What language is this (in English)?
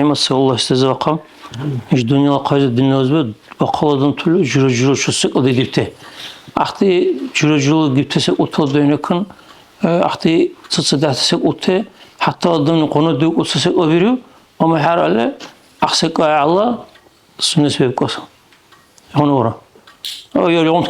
Dargwa